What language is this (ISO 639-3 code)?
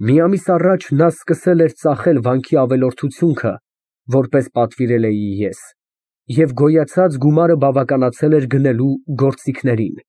hye